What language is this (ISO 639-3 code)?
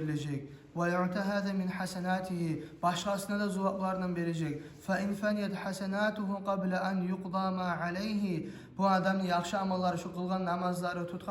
kum